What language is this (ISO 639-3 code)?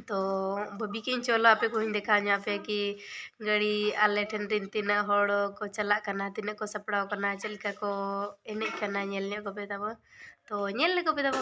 sat